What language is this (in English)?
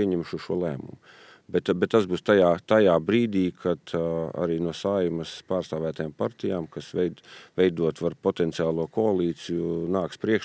Latvian